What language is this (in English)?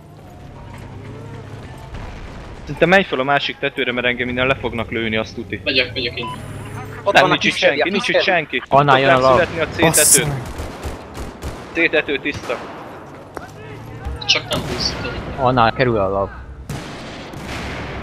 Hungarian